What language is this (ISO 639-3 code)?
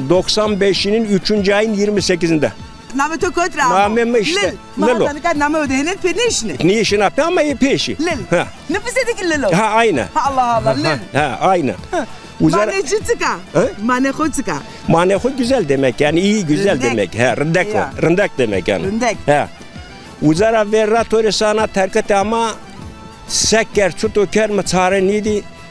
zza